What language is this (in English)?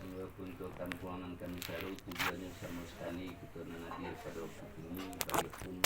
Minangkabau